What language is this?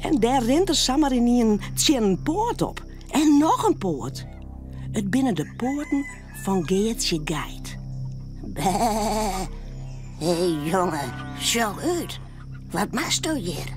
Western Frisian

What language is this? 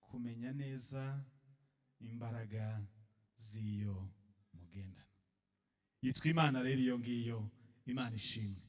Kinyarwanda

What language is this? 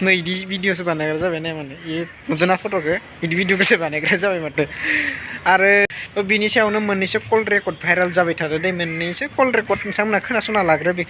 Bodo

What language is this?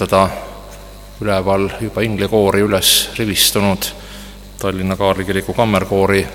Estonian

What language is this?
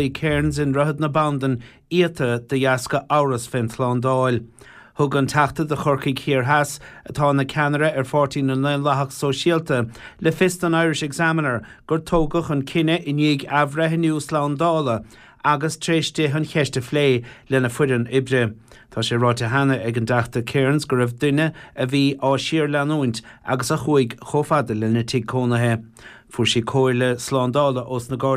Irish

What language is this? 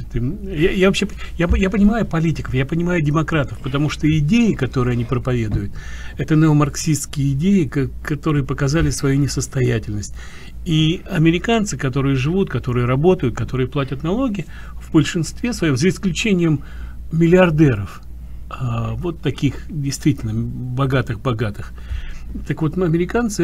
Russian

